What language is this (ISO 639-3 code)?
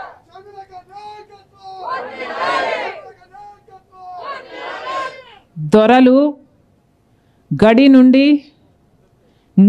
tel